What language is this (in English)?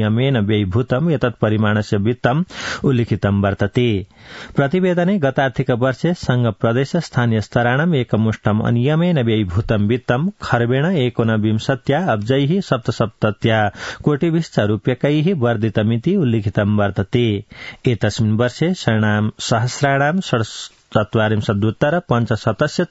Sanskrit